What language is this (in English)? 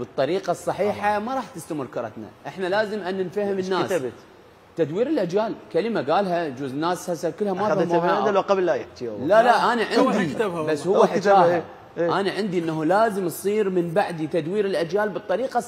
Mesopotamian Arabic